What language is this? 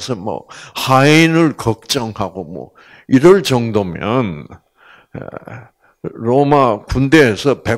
Korean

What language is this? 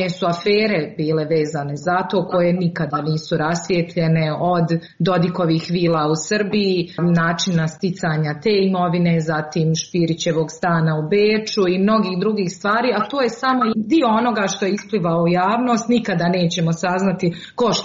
Serbian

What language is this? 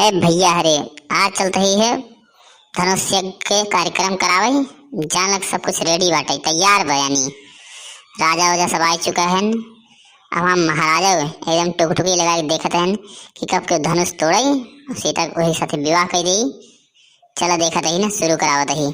Awadhi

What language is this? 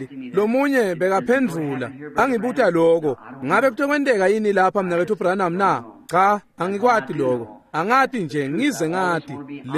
Swati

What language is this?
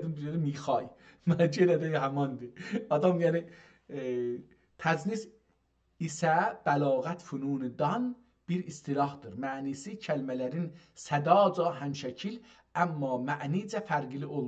South Azerbaijani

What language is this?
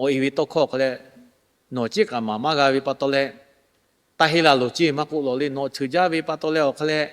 Lahu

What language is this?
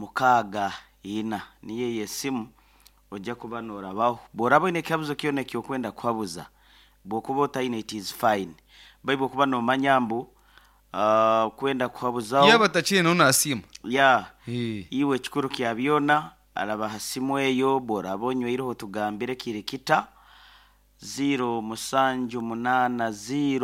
Nyankole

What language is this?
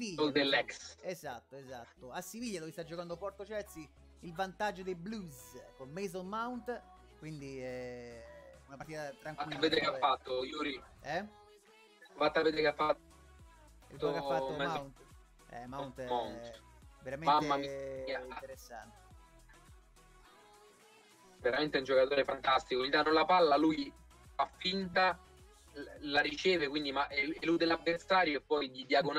Italian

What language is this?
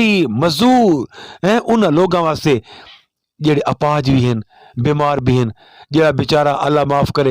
Saraiki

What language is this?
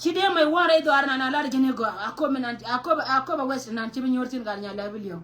Nuer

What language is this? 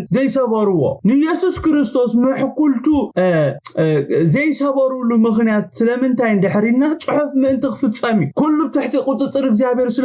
Tigrinya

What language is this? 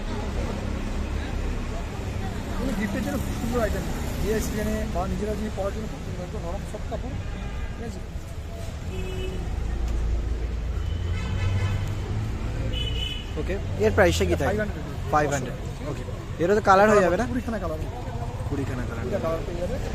Bangla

